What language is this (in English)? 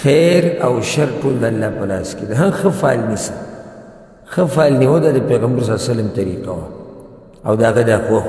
Pashto